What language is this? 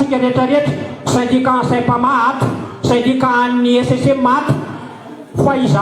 Malagasy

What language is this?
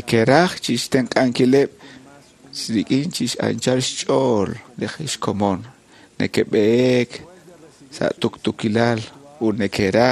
Kekchí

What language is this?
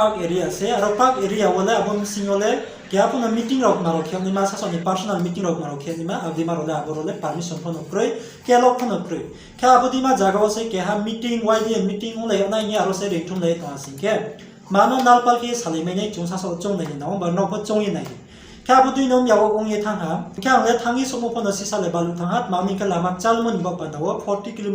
Riang (India)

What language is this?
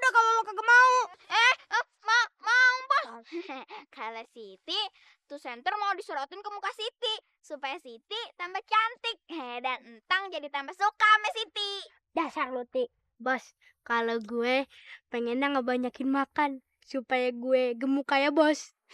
Betawi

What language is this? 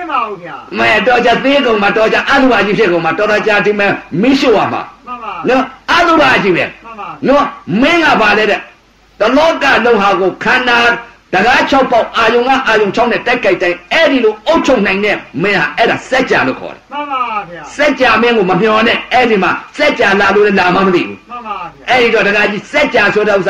Burmese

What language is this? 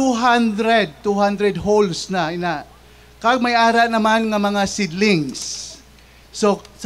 Hiligaynon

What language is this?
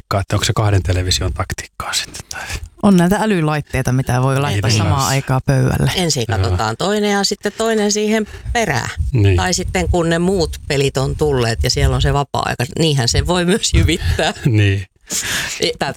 Finnish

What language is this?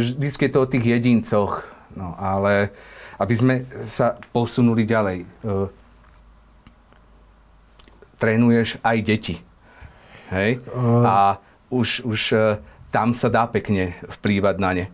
Slovak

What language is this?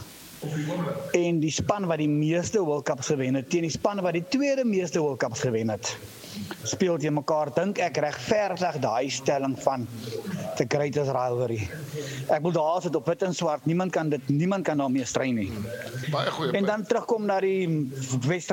Afrikaans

